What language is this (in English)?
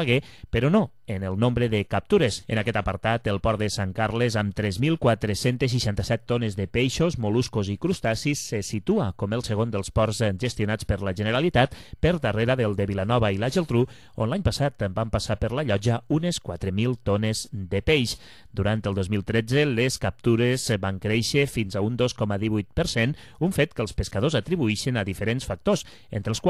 Catalan